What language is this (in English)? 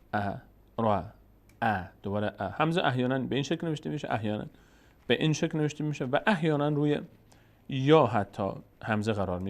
Persian